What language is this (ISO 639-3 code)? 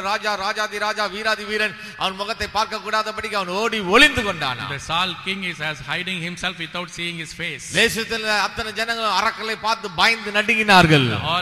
tam